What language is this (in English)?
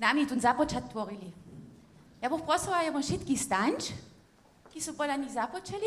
Upper Sorbian